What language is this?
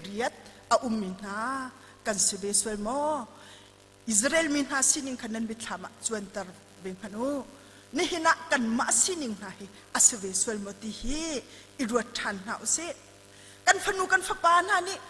Hakha Chin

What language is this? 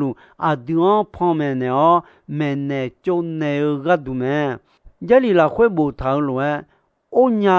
Akha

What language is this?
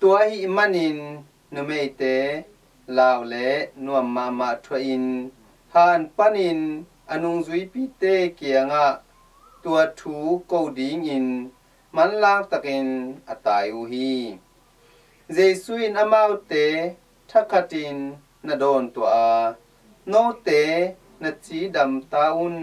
Tedim Chin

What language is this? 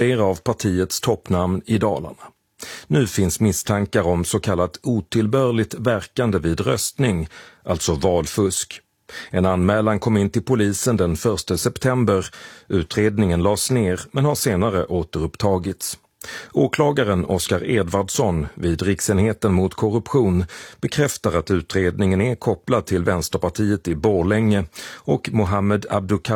Swedish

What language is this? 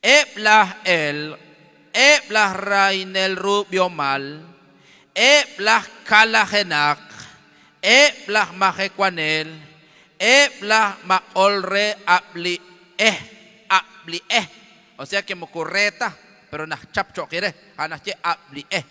Kekchí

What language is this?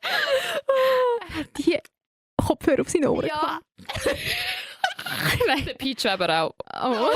Swiss German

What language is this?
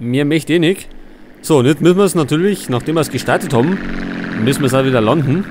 Bavarian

